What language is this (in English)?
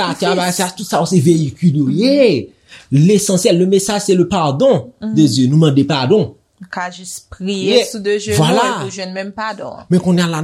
Haitian Creole